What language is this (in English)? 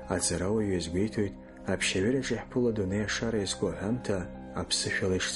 Abkhazian